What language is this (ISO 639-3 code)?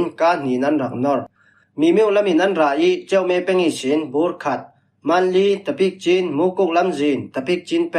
cfm